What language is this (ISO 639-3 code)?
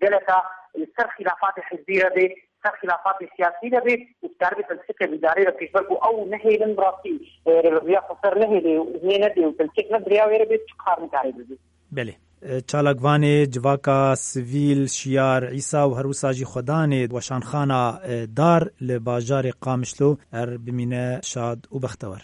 kur